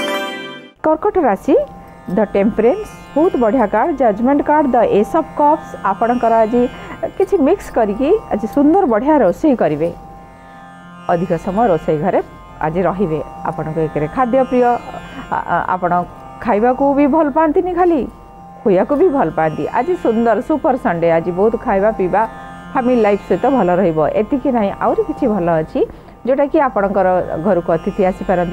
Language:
Odia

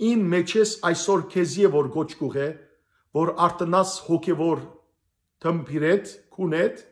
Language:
Western Armenian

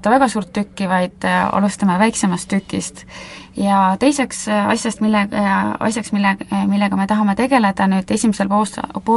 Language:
Estonian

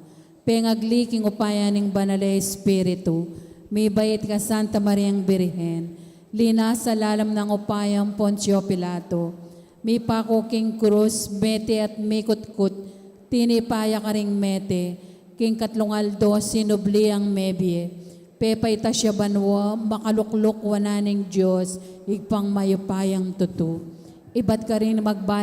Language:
Pampanga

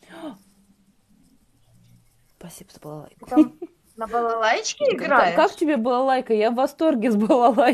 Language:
Russian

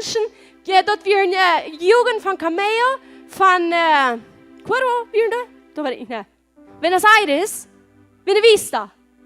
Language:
Plautdietsch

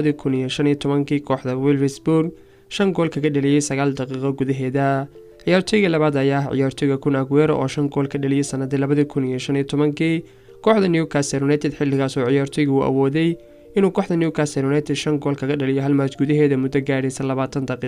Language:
Somali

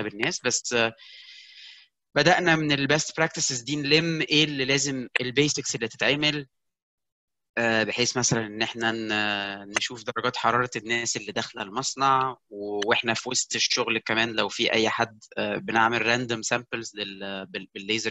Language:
Egyptian Arabic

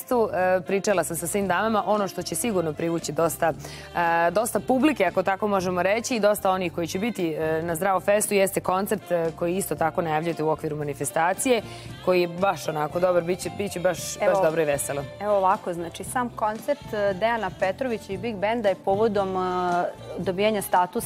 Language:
Serbian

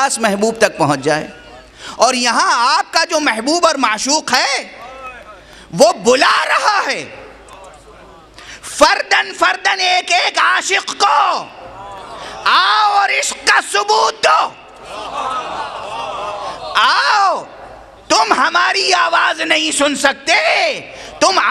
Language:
Urdu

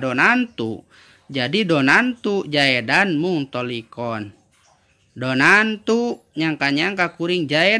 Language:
Sundanese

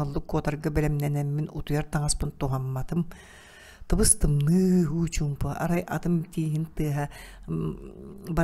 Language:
Yakut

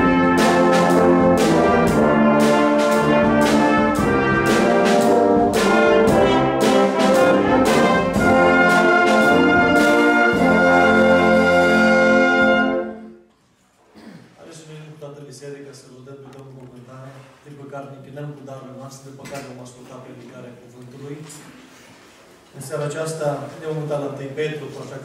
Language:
Romanian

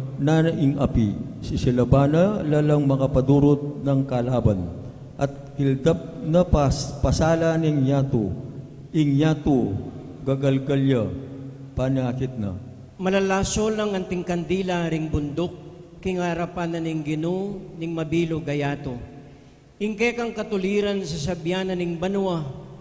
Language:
Pampanga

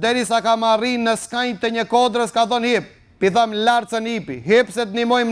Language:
Albanian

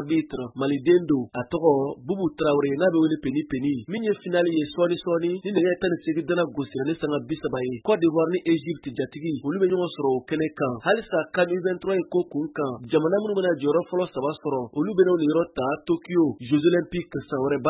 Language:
Bambara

